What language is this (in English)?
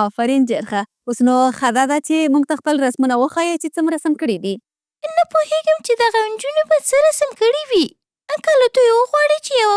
Pashto